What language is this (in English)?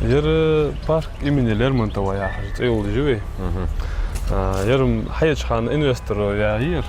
Ingush